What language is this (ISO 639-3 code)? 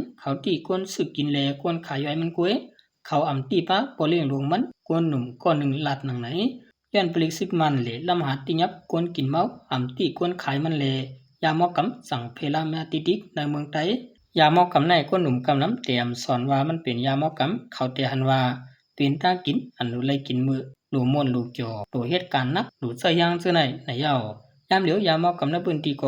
shn